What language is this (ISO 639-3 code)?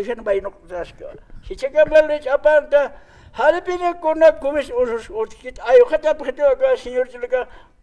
aym